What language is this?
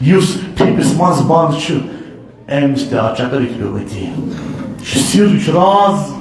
Kashmiri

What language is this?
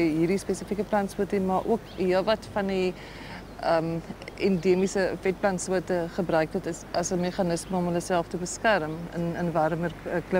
Afrikaans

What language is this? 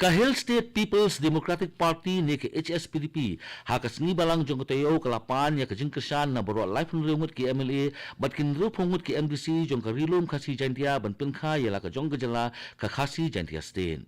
Khasi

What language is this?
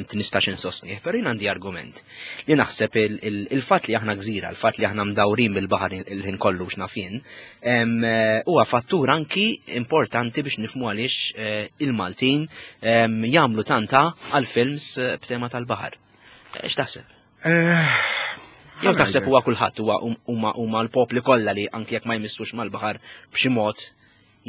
Maltese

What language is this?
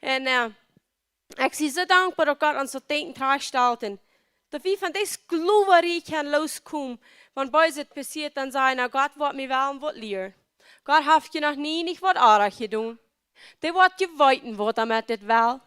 Plautdietsch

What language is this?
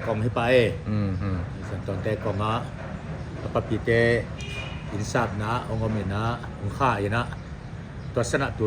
Tedim Chin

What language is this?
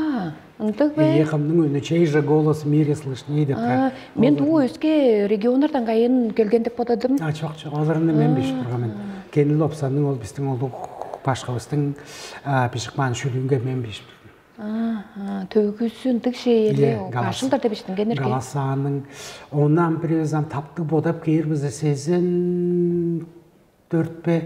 Tuvinian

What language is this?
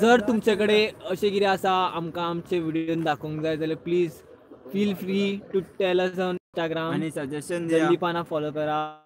Konkani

